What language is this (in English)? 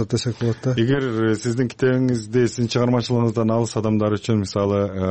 Kyrgyz